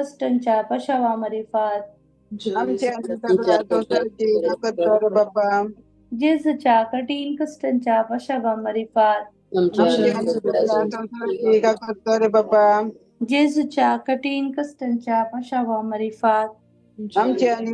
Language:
Konkani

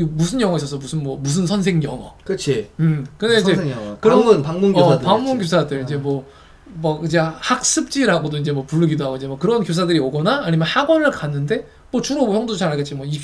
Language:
Korean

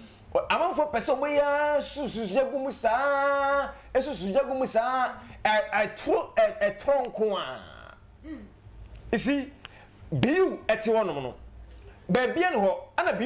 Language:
Akan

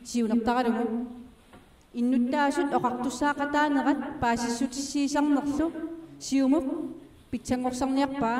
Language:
Kalaallisut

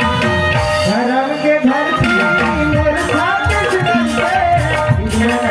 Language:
Chhattisgarhi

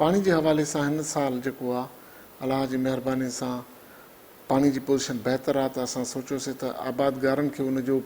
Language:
Sindhi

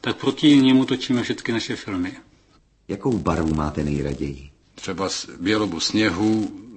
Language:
Czech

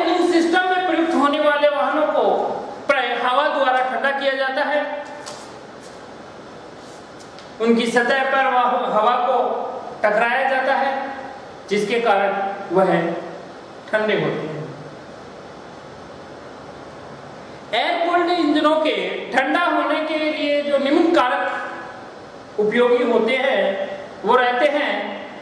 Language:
Hindi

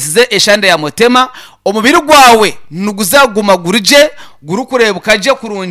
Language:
Nyankole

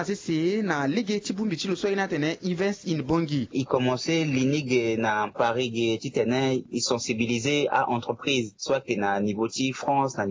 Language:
Sango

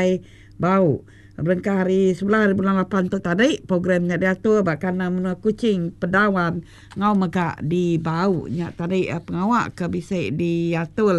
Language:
Iban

